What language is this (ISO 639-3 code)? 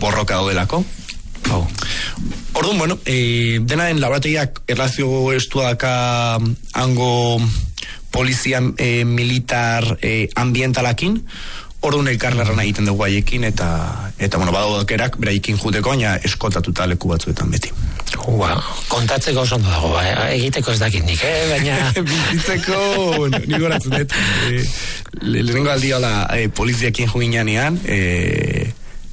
eus